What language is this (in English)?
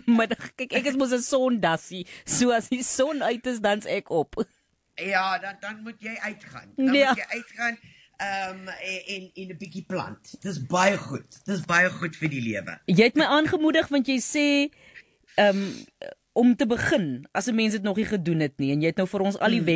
Afrikaans